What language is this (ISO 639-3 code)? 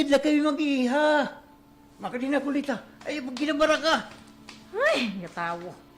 war